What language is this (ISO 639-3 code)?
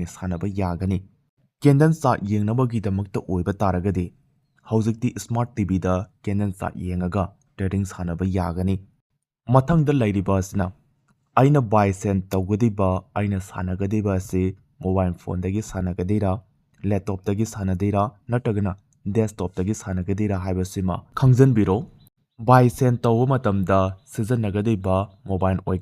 mni